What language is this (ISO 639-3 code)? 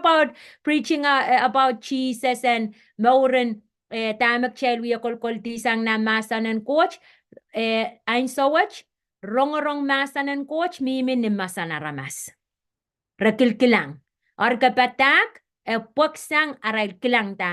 pon